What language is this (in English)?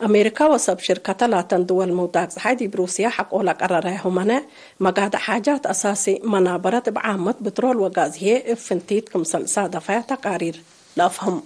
Tigre